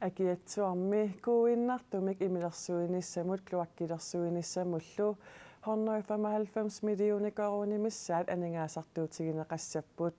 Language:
Kalaallisut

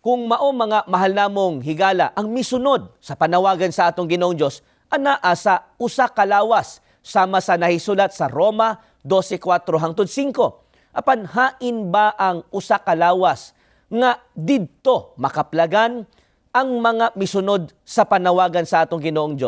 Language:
Cebuano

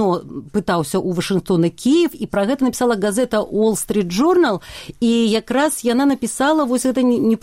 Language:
Belarusian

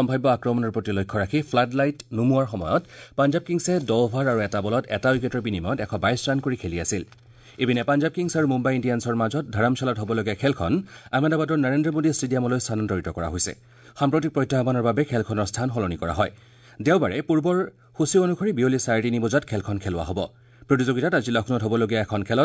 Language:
Assamese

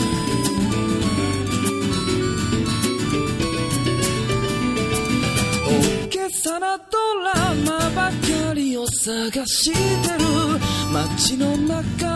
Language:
Japanese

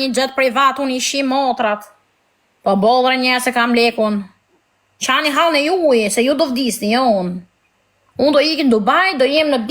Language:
Albanian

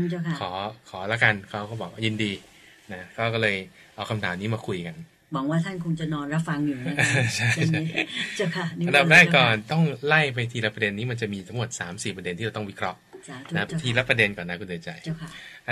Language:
Thai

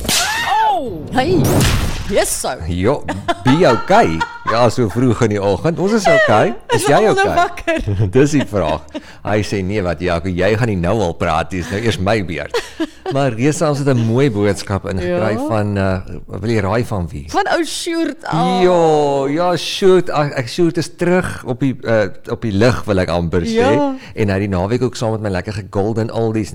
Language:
Afrikaans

